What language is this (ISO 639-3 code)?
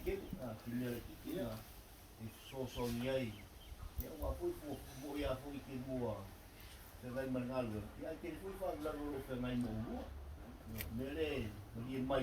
smo